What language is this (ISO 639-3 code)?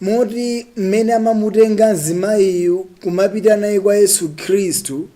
nya